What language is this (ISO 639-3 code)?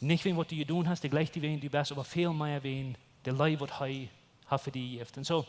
pdt